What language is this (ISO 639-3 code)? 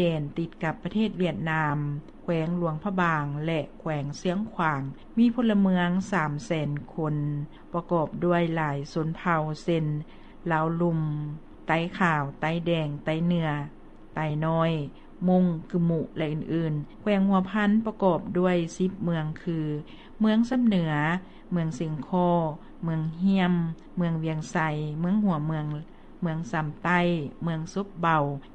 lao